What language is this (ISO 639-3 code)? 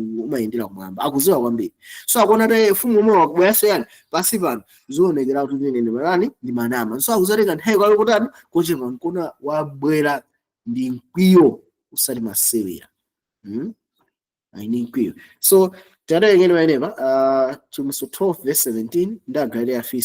nya